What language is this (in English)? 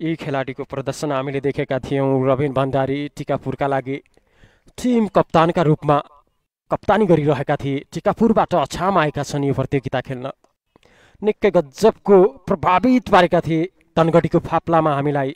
Nepali